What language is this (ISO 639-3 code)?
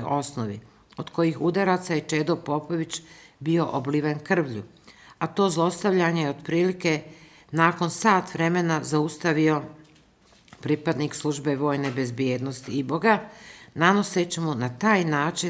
bos